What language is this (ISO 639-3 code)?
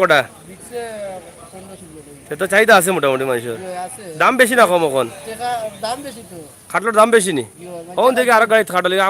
syl